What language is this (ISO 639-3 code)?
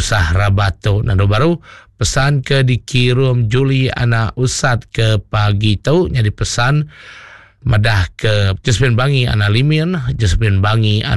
iba